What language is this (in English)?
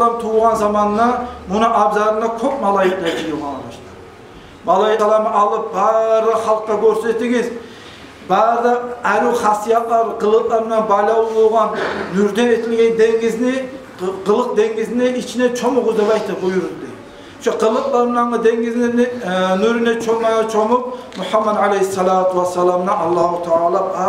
Kumyk